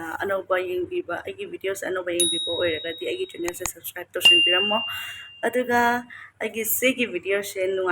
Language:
Manipuri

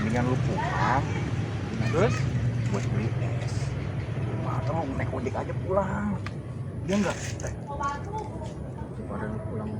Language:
Betawi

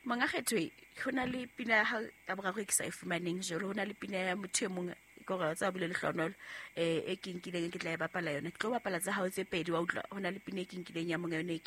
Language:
Southern Sotho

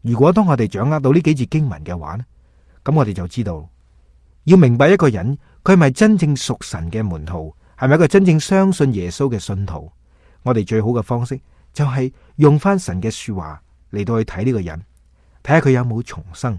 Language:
Cantonese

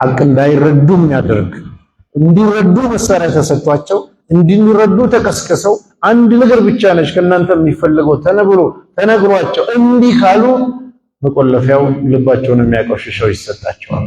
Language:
Amharic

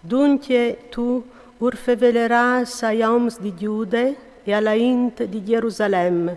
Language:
Friulian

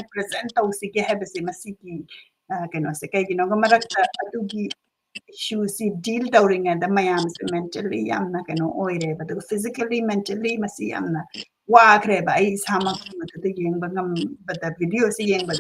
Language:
Manipuri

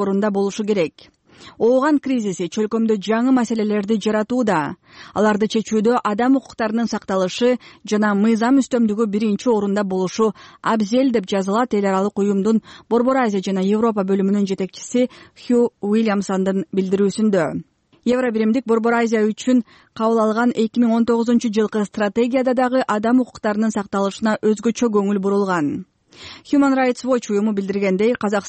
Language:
Kyrgyz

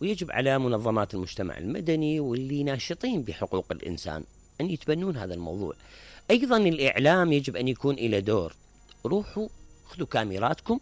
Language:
Mesopotamian Arabic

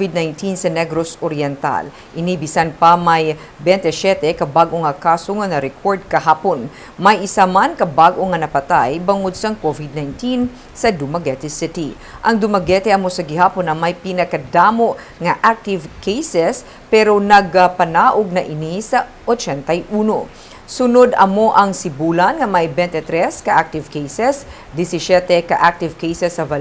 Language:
Hiligaynon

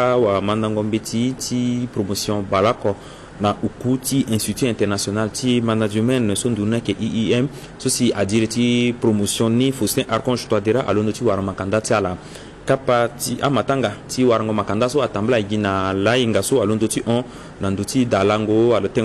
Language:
Sango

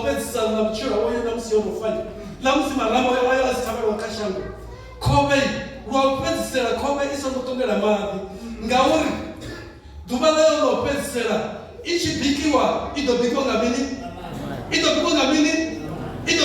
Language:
Venda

